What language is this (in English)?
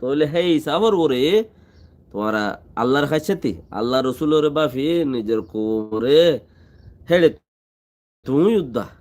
Rohingya